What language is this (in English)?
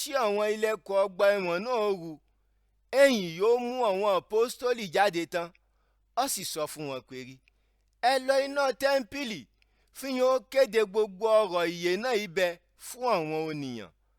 Yoruba